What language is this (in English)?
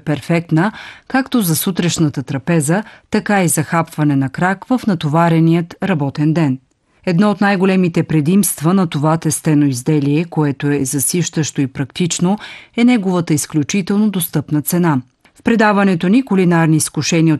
Bulgarian